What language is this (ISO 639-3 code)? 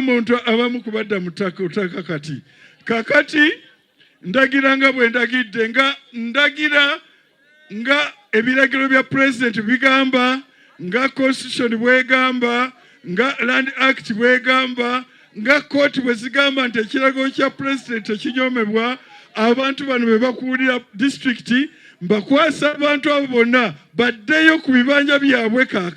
lug